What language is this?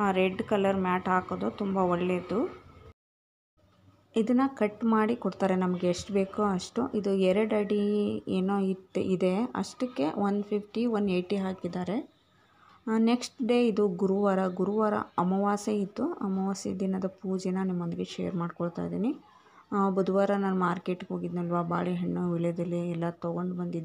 Kannada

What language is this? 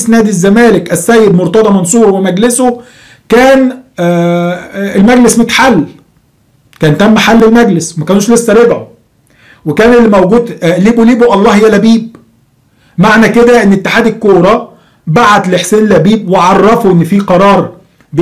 Egyptian Arabic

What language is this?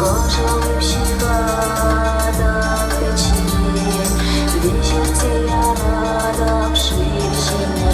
Chuvash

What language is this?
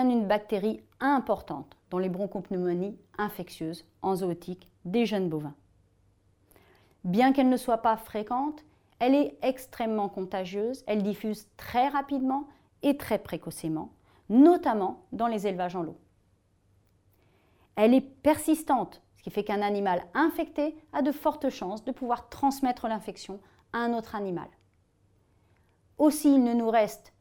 French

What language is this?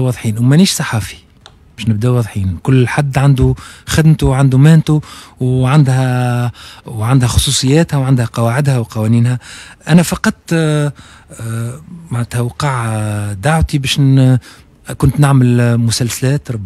Tunisian Arabic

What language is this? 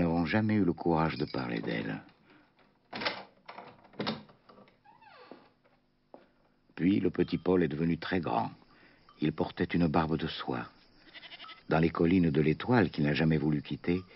French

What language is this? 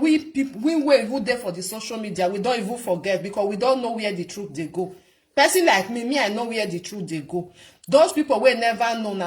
Nigerian Pidgin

